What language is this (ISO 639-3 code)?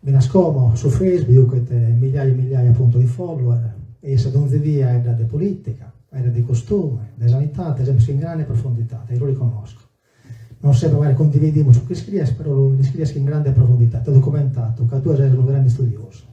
srd